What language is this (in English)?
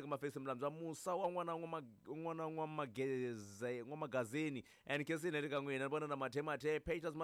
Tsonga